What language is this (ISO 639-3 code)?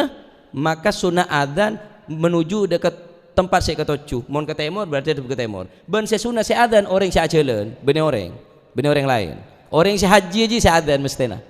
mad